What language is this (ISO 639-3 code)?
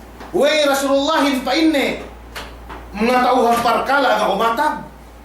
yka